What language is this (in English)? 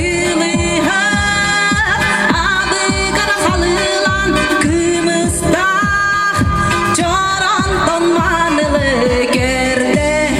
Yakut